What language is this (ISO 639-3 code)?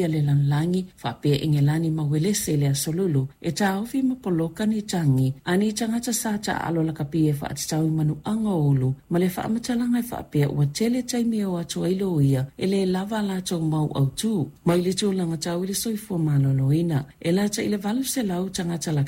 smo